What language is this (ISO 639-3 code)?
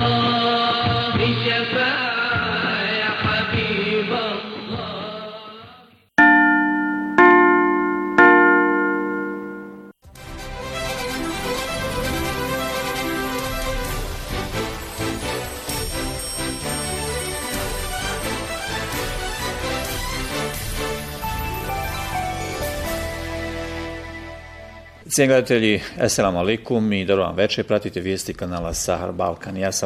bos